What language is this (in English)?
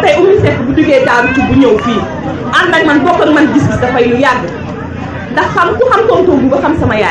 Wolof